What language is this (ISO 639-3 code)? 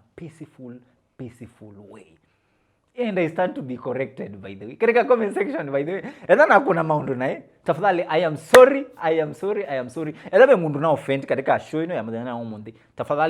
kam